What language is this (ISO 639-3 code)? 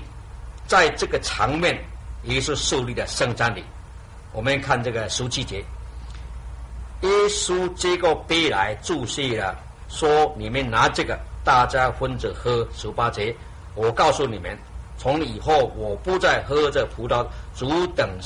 zho